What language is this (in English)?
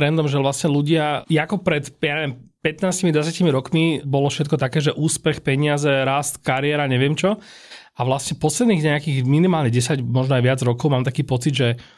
Slovak